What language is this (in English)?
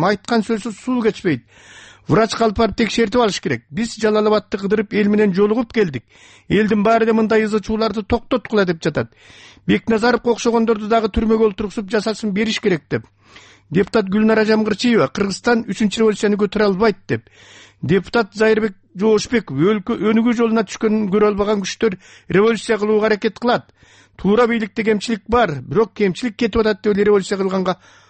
Kyrgyz